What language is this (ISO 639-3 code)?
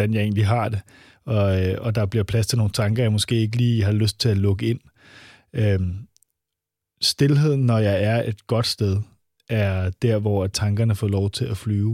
dan